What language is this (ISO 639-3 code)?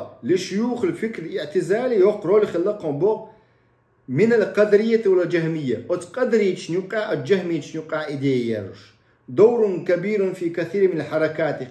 che